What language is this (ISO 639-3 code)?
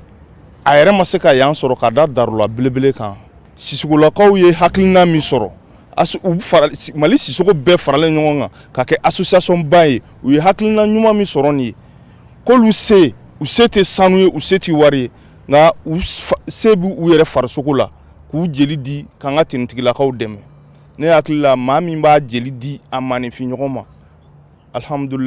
bam